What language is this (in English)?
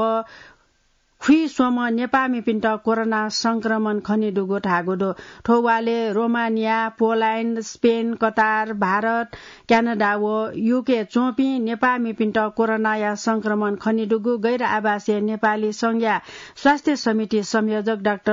Newari